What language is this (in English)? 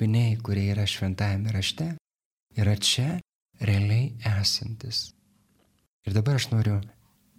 Lithuanian